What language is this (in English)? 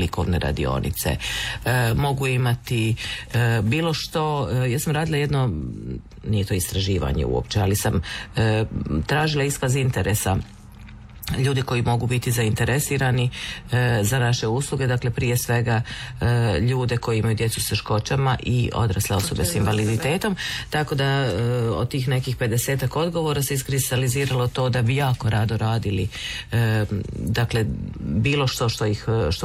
Croatian